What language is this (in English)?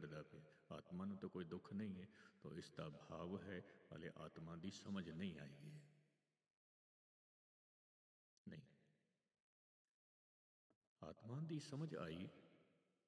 Punjabi